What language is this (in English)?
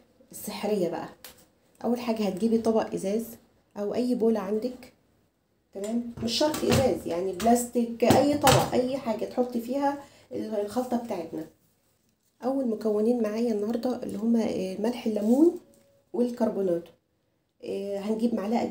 Egyptian Arabic